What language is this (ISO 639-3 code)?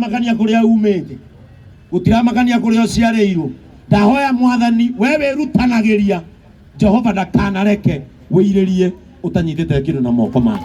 kik